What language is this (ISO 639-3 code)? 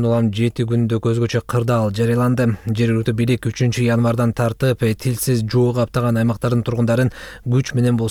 kir